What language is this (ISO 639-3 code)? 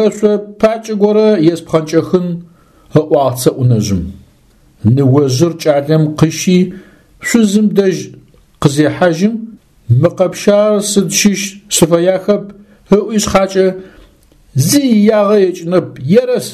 ady